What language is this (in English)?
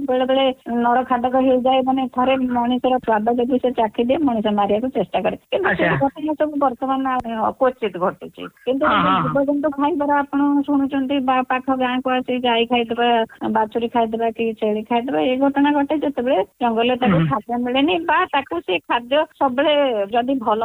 Odia